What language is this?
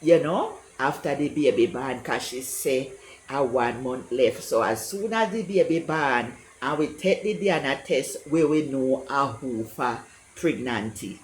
Jamaican Creole English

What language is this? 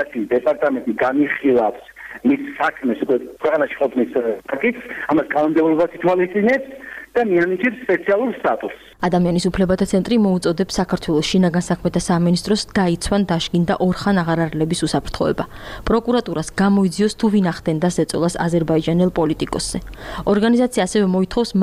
Georgian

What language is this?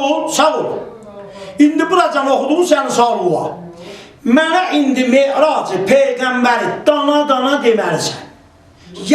South Azerbaijani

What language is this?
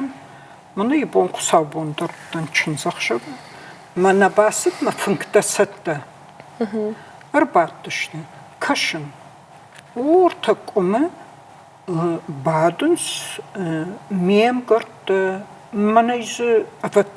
Ossetic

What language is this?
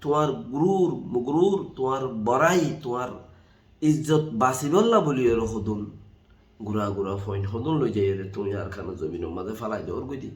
Rohingya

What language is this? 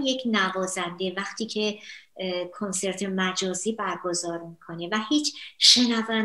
Persian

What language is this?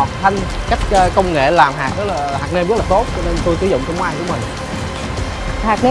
Vietnamese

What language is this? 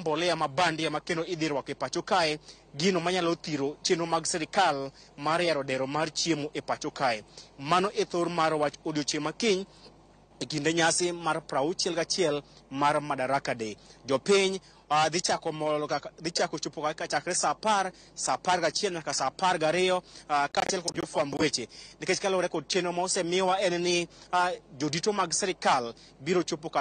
Luo (Kenya and Tanzania)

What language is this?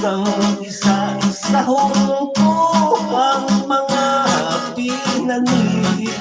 Hiligaynon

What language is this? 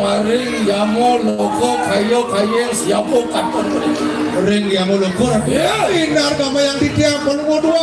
Balinese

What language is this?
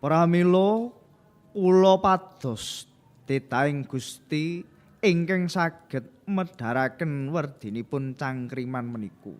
Javanese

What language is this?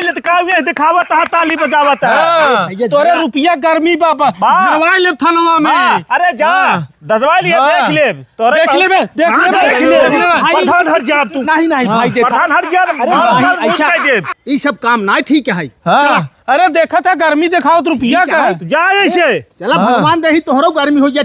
Awadhi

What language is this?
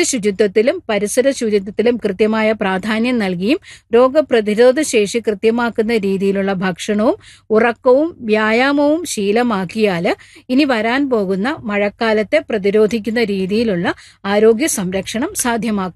Malayalam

